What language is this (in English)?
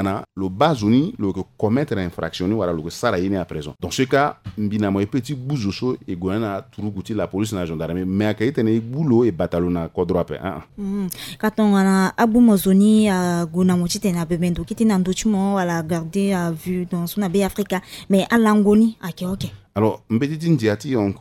Sango